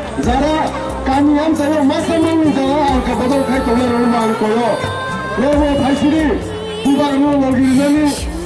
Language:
Kok Borok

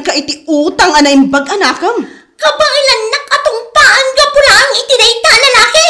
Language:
Iloko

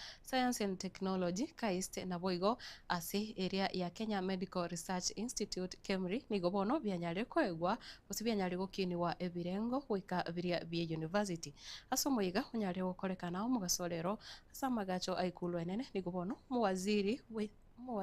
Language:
Gusii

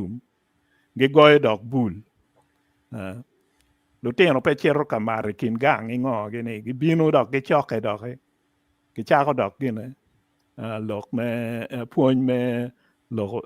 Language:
Acoli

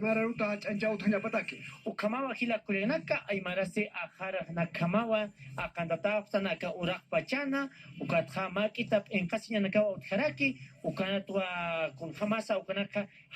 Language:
Aymara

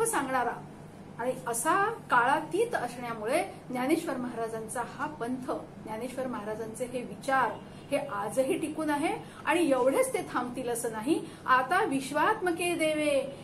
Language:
Marathi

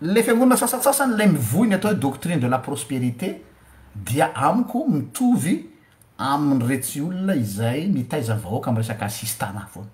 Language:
Malagasy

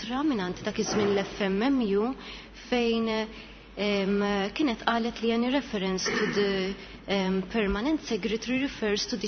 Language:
Maltese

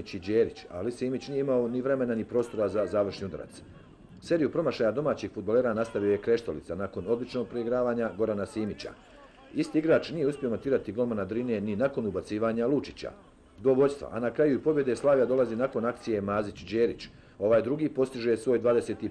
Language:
Bosnian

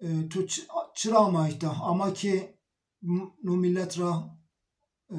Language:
Zaza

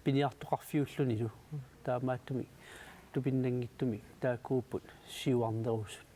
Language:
Kalaallisut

